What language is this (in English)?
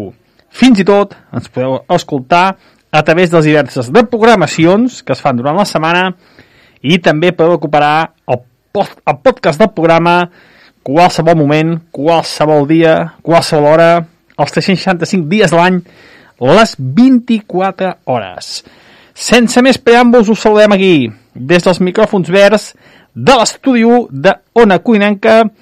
Catalan